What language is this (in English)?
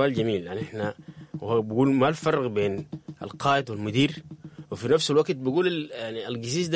Sudanese Arabic